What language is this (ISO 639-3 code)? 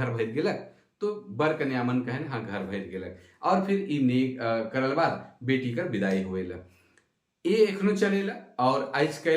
sck